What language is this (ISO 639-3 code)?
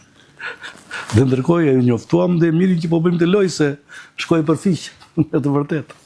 sqi